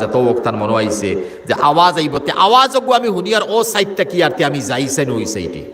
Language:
Sylheti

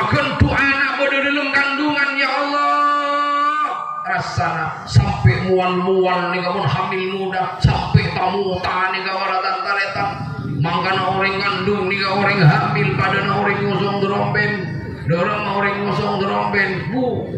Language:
Madurese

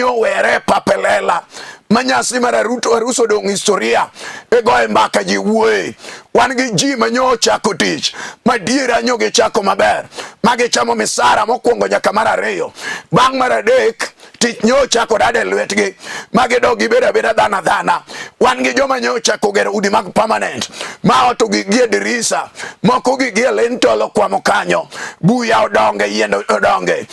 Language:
Luo (Kenya and Tanzania)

